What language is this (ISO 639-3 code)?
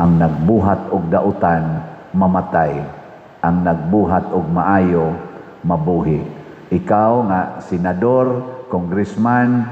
ceb